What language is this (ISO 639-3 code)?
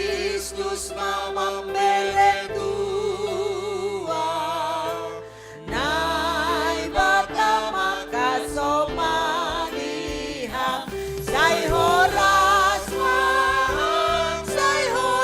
bts